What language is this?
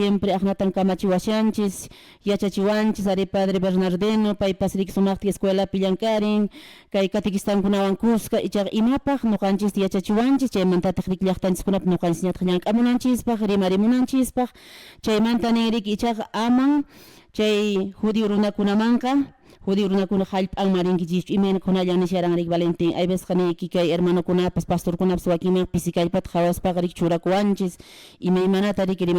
Quechua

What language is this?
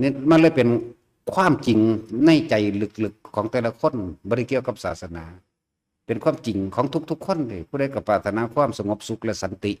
Northeastern Thai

